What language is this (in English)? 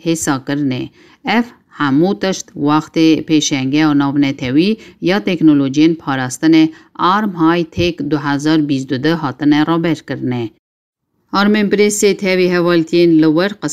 Kurdish